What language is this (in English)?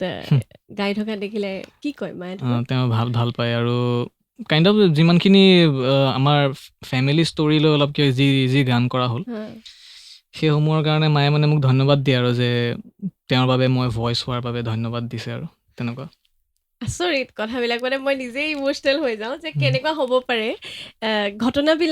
Assamese